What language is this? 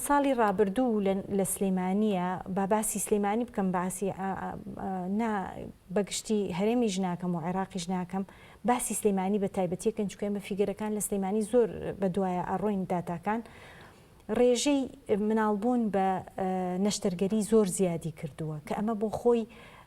Central Kurdish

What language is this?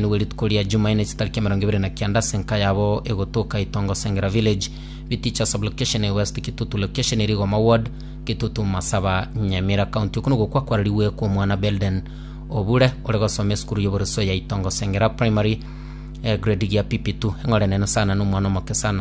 Gusii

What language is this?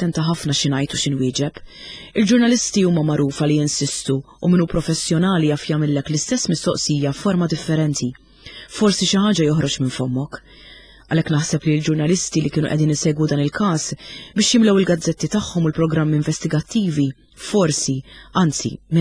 Maltese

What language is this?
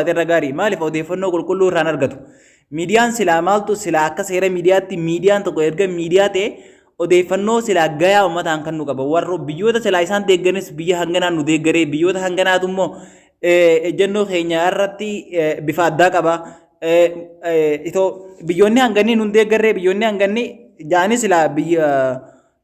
Oromo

